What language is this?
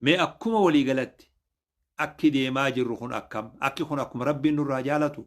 Oromo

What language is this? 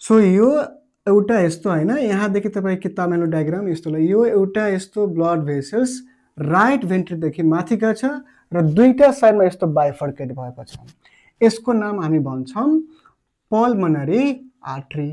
Nepali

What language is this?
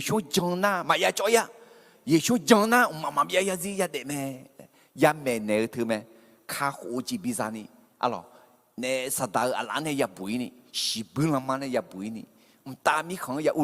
Akha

